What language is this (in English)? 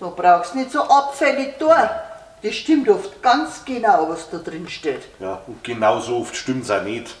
Bavarian